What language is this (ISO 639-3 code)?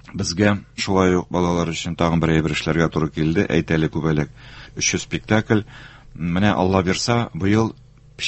tat